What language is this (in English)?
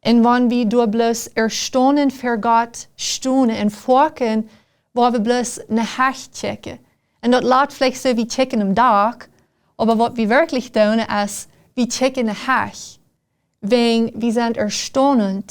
Plautdietsch